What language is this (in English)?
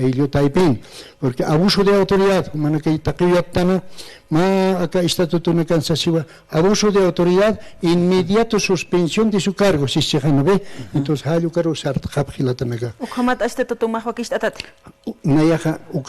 Aymara